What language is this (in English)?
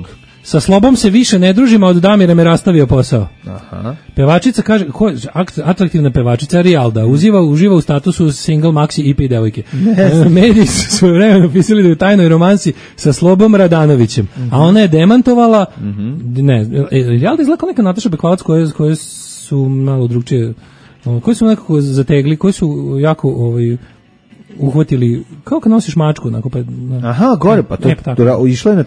Serbian